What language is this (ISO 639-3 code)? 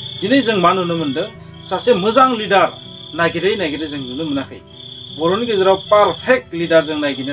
brx